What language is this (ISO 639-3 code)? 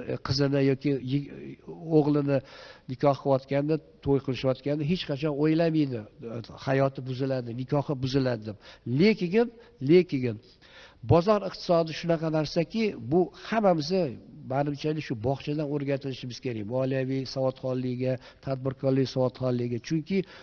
uzb